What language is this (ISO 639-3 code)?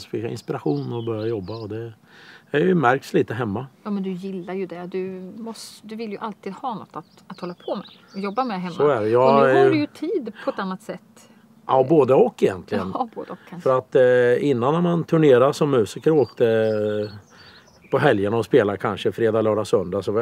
swe